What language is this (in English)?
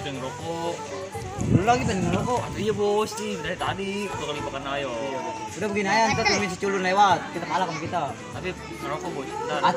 Betawi